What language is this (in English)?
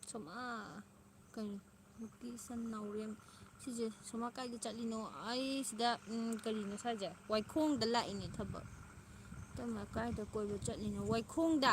Manipuri